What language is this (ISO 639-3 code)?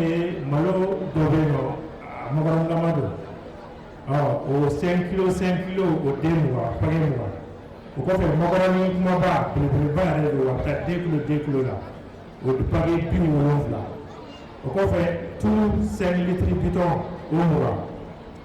bam